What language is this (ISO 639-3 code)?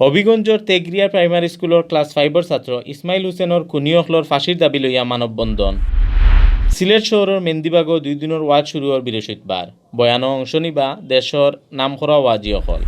syl